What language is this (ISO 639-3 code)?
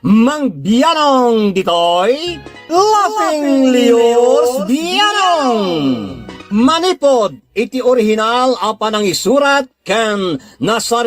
ilo